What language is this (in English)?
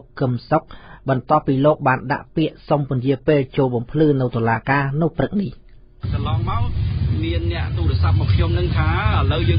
Khmer